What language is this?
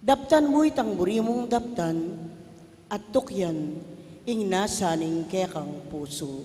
Pampanga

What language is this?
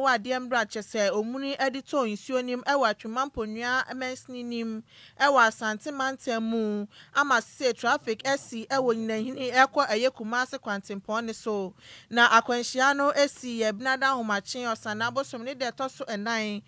Akan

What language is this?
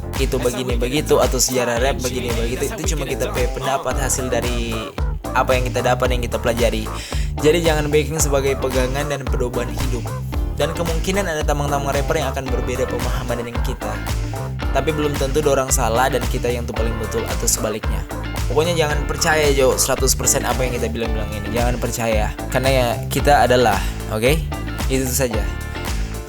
Manado Malay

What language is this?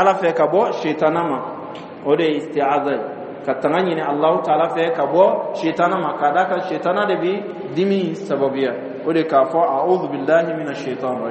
Dyula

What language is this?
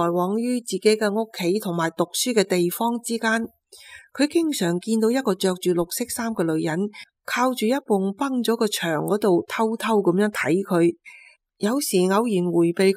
Cantonese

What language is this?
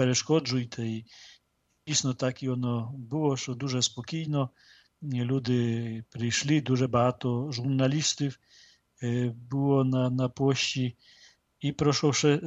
Ukrainian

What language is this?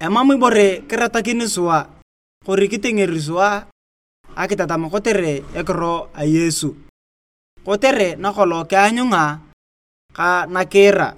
Turkana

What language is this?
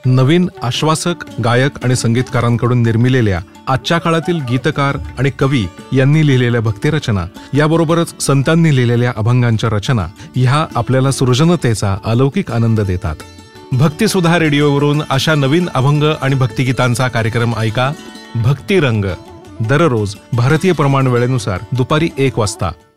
Marathi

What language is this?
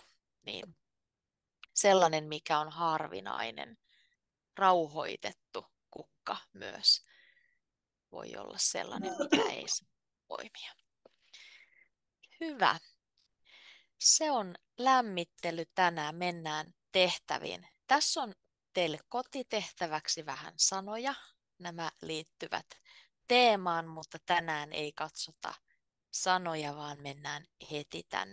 Finnish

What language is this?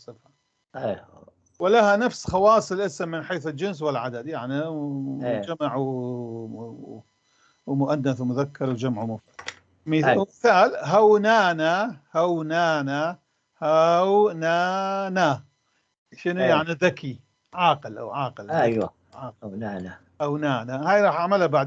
North Levantine Arabic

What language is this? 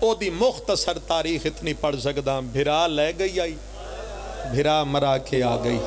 Pahari-Potwari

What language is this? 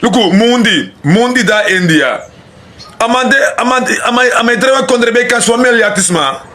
Sranan Tongo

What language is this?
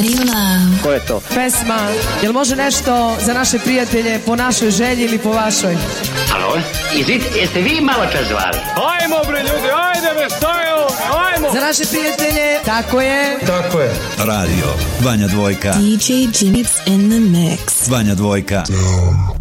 Serbian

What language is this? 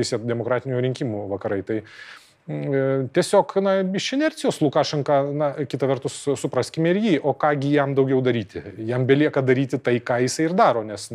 Lithuanian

